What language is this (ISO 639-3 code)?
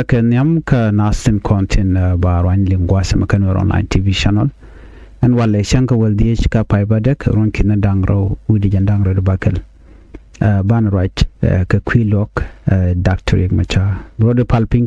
nus